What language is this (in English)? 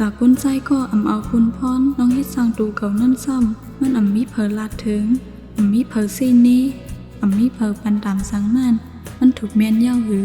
Shan